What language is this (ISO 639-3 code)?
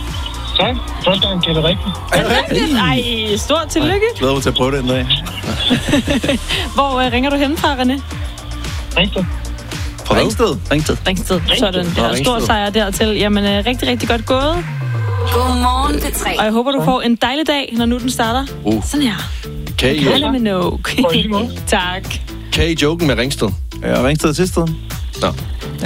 dan